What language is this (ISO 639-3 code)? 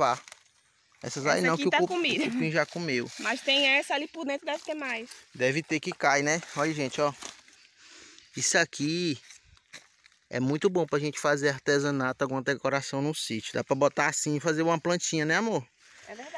por